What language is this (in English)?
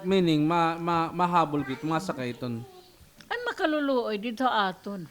Waray